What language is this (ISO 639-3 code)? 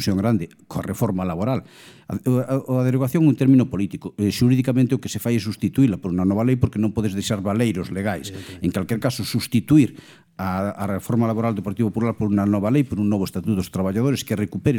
glg